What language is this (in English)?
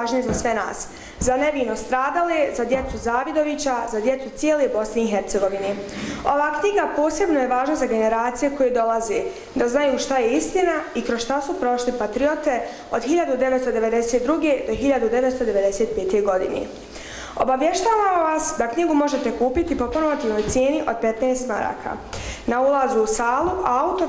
Bosnian